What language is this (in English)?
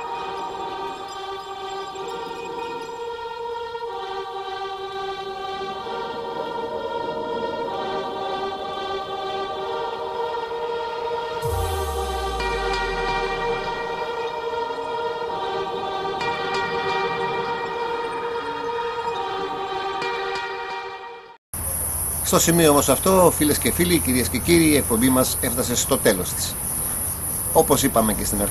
Greek